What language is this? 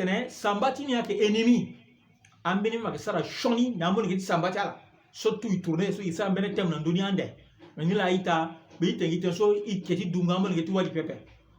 Sango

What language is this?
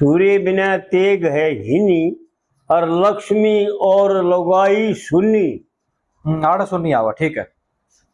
Haryanvi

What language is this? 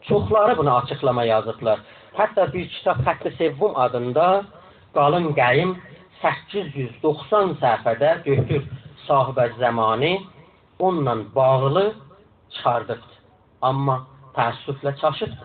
South Azerbaijani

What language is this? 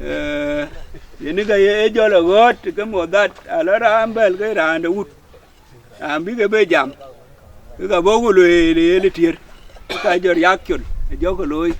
Dinka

